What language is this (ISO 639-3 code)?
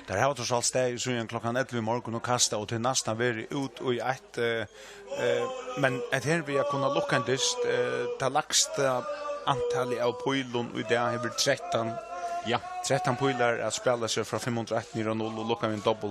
fao